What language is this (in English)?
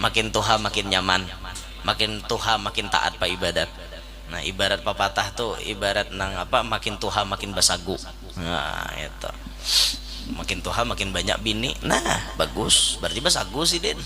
Banjar